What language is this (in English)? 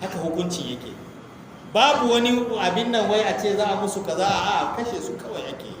Hausa